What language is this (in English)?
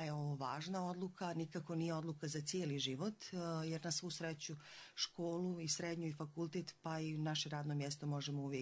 Croatian